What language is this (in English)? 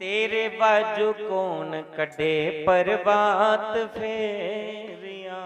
Dogri